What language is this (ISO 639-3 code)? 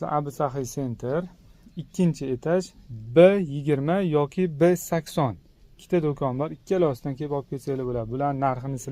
uzb